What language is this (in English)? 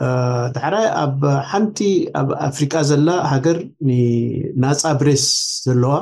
Tigrinya